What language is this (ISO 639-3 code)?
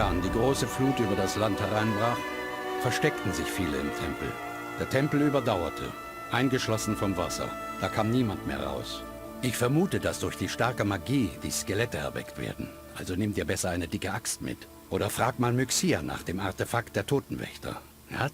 bar